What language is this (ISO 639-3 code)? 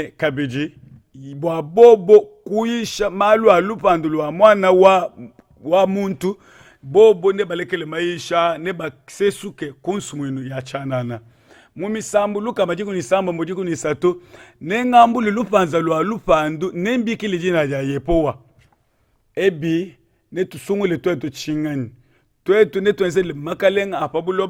lua